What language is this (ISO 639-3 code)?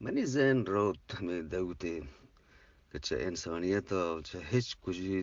bgp